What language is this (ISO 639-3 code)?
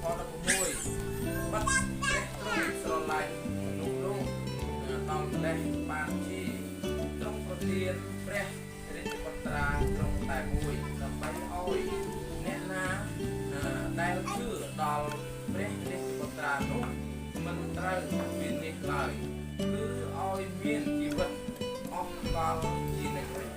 cmo